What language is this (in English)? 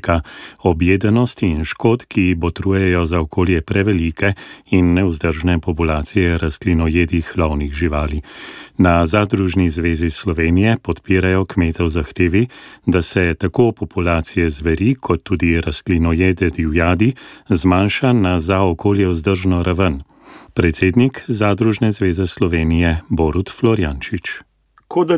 Slovenian